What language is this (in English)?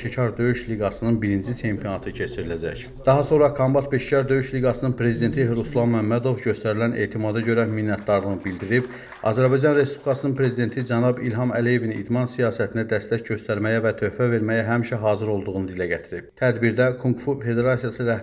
Azerbaijani